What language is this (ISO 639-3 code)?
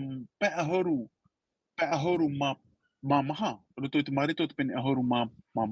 tah